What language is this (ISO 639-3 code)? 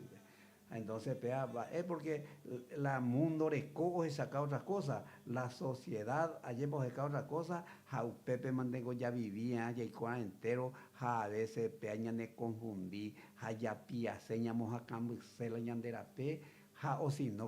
grn